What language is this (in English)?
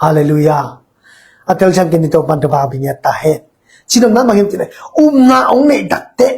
Tedim Chin